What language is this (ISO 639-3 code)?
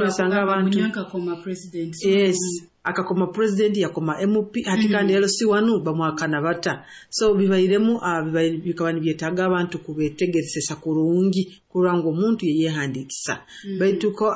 nyo